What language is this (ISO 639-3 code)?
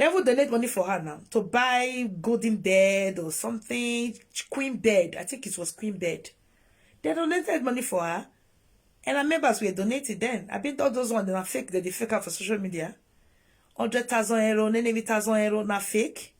pcm